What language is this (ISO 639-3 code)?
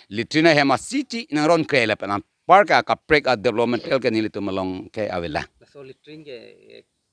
mjw